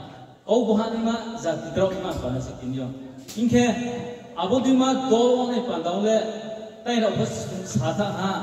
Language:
Riang (India)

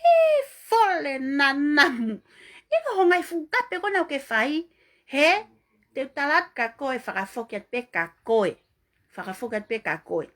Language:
Tongan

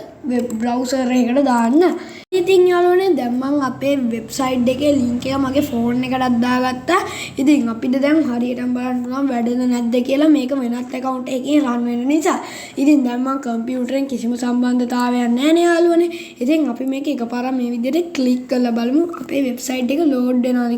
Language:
Sinhala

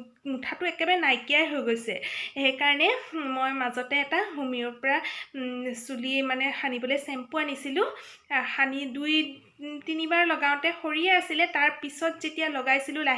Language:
Assamese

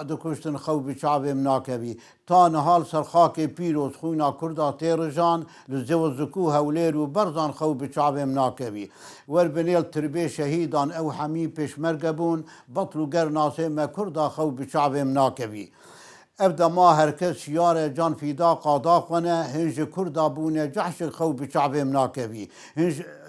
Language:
Kurdish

